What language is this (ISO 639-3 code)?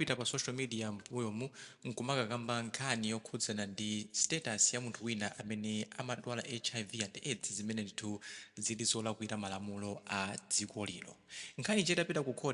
nya